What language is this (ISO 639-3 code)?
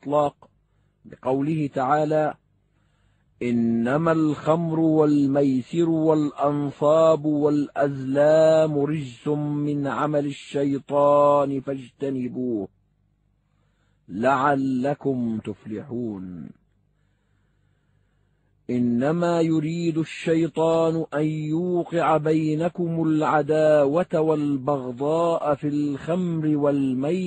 ara